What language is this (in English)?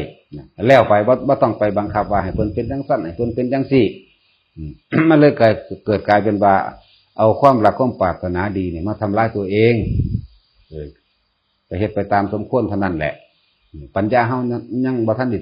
Lao